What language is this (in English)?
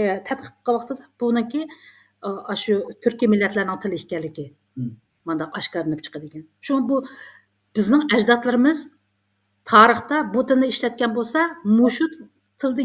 Uyghur